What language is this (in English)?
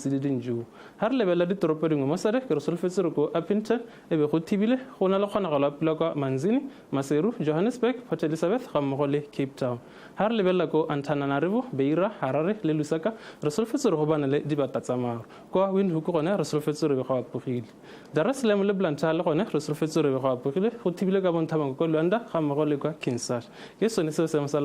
Tswana